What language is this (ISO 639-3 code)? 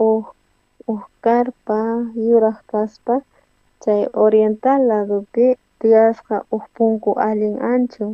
quh